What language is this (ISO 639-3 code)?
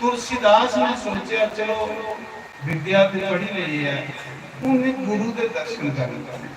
doi